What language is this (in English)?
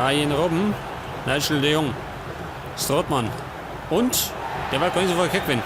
Bavarian